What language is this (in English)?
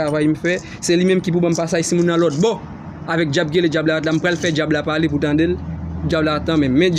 Haitian Creole